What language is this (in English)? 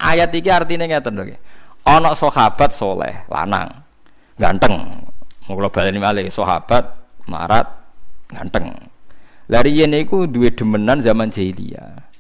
Javanese